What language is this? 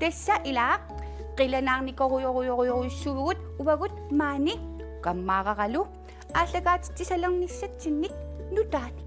Kalaallisut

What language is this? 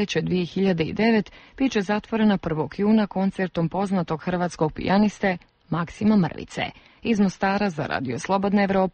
Bosnian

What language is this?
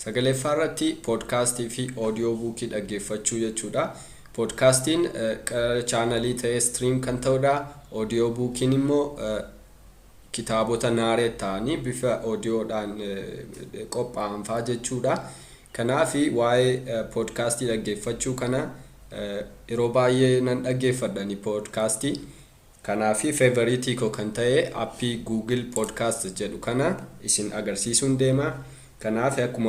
Oromo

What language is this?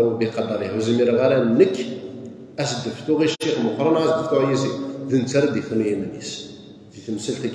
Kabyle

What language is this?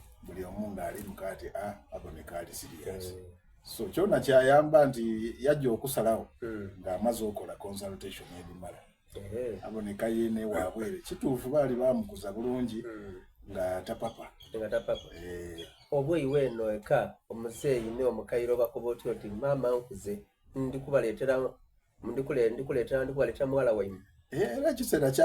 Soga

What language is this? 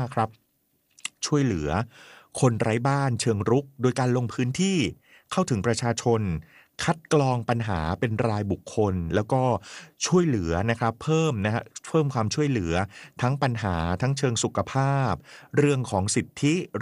Thai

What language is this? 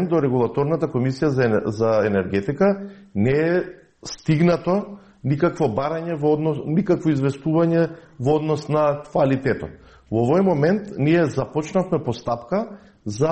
Macedonian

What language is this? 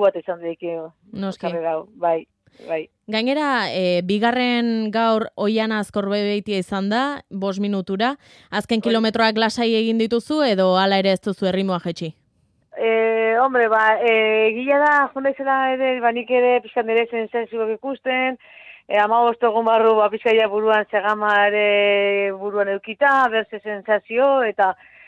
Basque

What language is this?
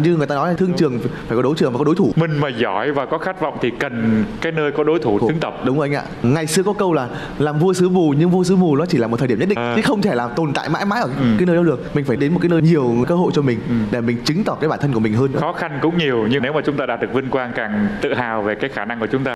Vietnamese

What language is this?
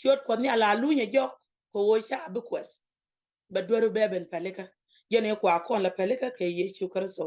Nuer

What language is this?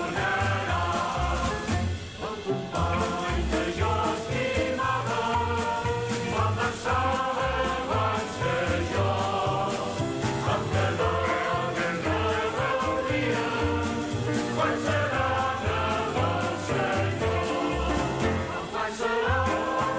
Catalan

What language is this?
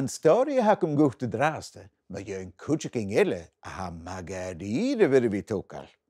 Scottish Gaelic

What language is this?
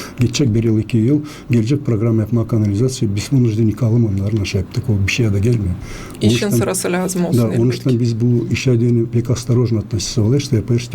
Gagauz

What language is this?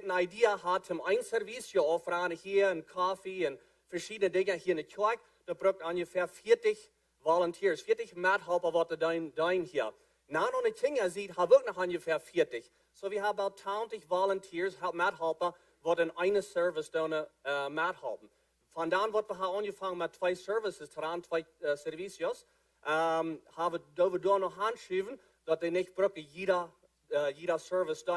Plautdietsch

